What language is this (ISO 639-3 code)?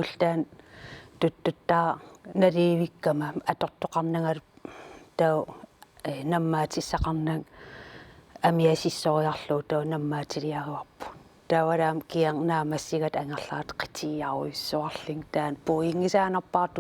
kal